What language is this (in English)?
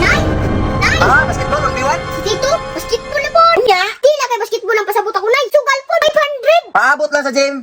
Cebuano